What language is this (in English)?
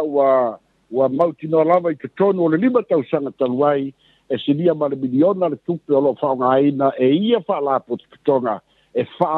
Samoan